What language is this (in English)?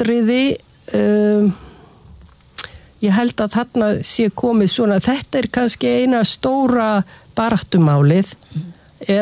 Icelandic